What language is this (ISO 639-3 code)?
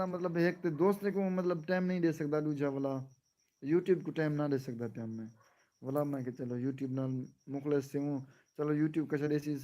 skr